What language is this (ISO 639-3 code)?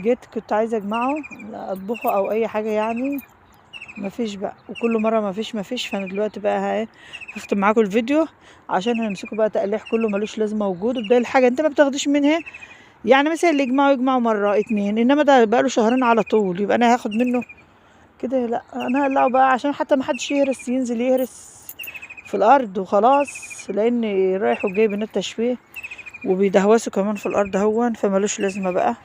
arz